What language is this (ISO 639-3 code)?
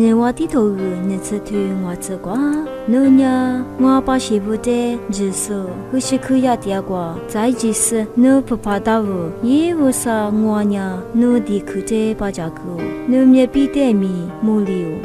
lis